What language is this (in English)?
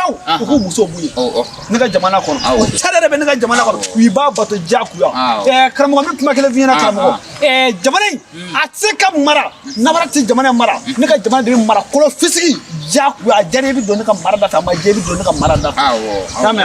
Bambara